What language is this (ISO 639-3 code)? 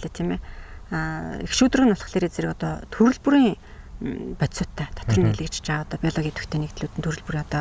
mon